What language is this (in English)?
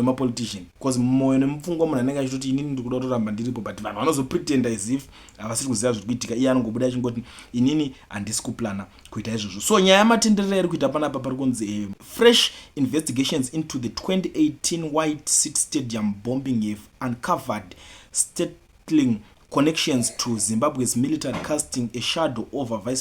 Shona